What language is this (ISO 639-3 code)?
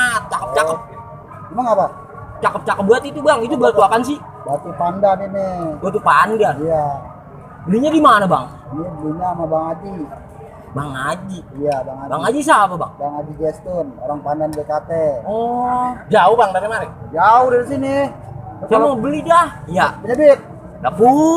bew